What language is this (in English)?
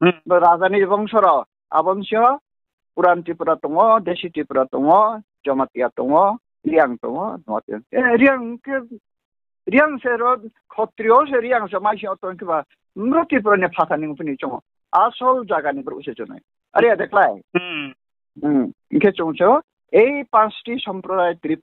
Riang (India)